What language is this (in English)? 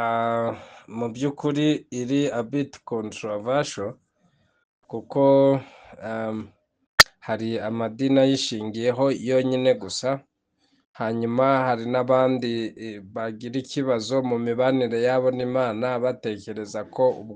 Kinyarwanda